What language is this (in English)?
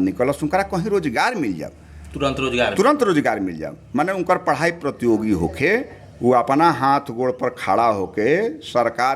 Bhojpuri